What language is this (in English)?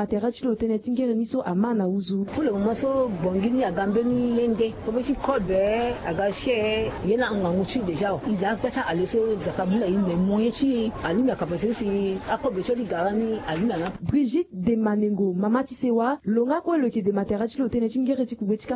Sango